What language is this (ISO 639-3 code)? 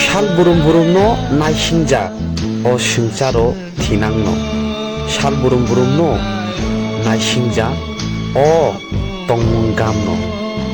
trp